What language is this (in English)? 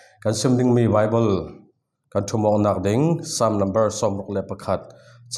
Falam Chin